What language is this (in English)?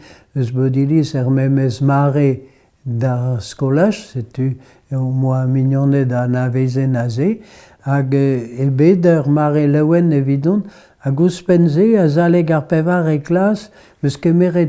Breton